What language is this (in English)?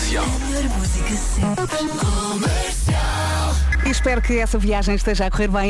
Portuguese